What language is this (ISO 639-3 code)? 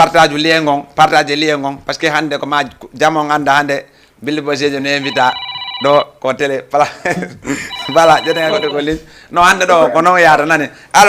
ful